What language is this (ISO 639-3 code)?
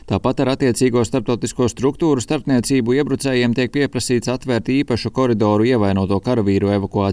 lav